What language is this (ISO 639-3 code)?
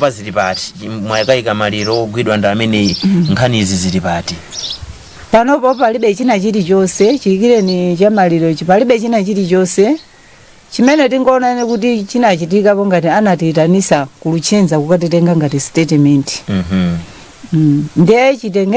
nya